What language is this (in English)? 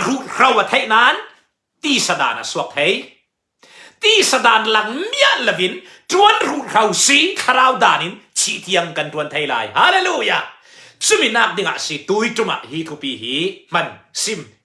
Falam Chin